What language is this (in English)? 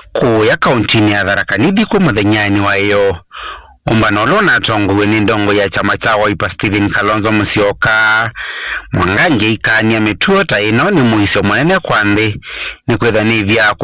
Kamba